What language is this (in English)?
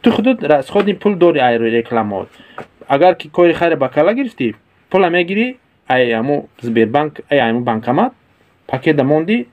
Tajik